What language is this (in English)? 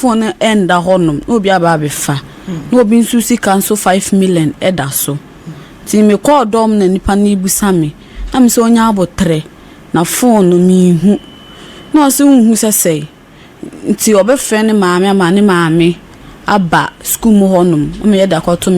Akan